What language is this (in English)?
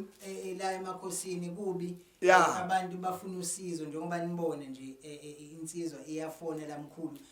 Zulu